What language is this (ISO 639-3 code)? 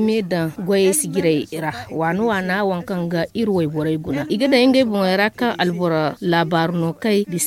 dje